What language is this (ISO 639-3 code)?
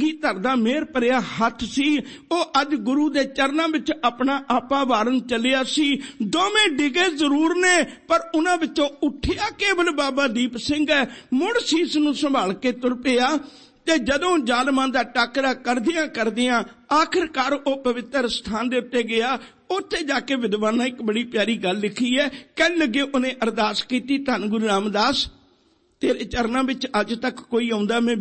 pan